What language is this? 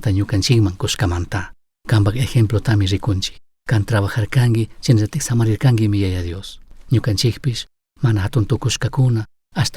Chimborazo Highland Quichua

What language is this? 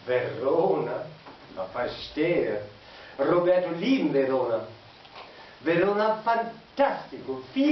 Low German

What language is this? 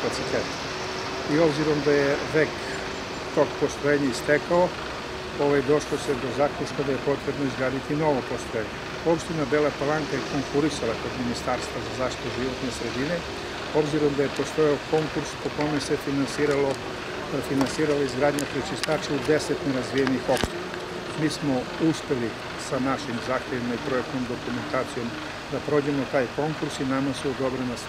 Serbian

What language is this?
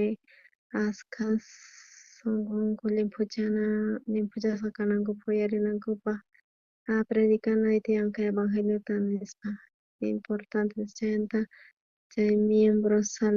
South Bolivian Quechua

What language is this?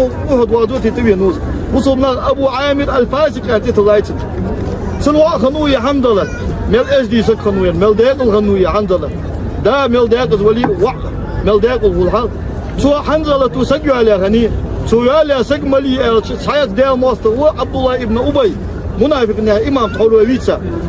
Ingush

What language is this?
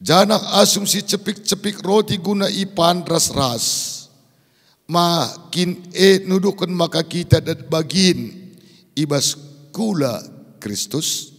Batak Karo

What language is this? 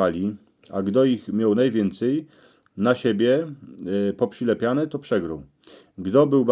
Silesian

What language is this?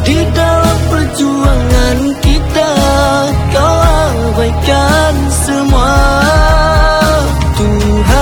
Malay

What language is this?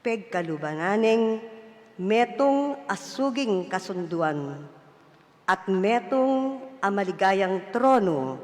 Pampanga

